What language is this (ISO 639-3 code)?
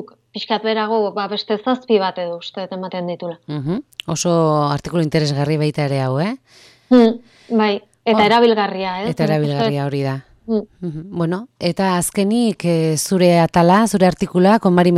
eus